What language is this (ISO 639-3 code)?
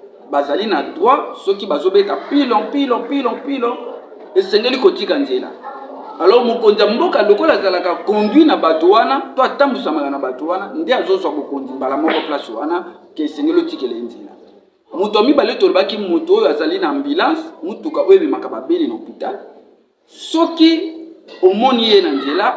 lin